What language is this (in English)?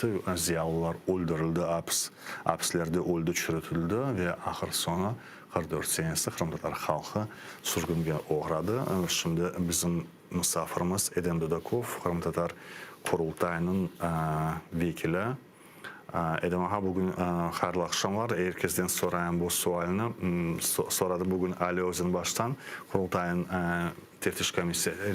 Crimean Tatar